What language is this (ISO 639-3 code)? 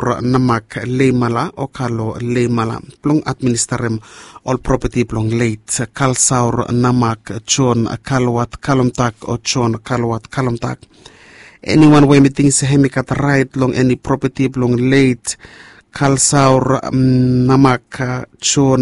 bis